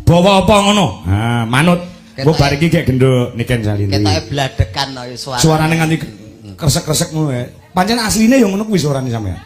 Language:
Javanese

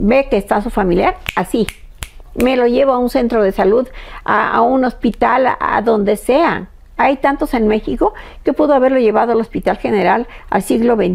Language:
Spanish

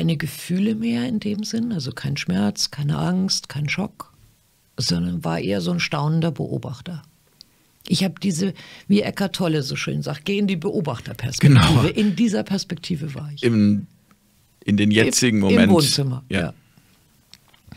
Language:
German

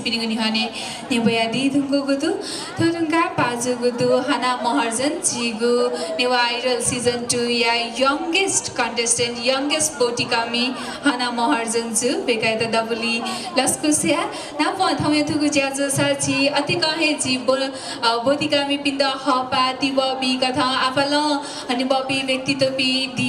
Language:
Newari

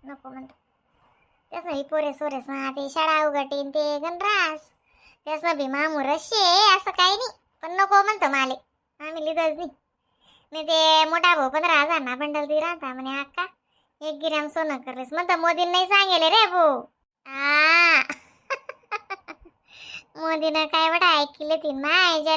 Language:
Khandesi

